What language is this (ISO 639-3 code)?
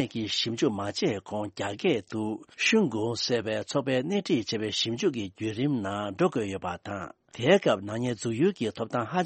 bod